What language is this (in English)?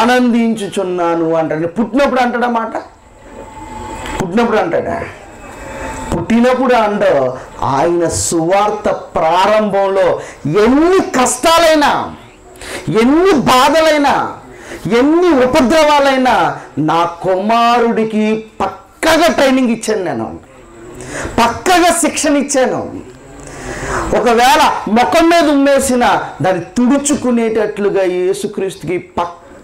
Telugu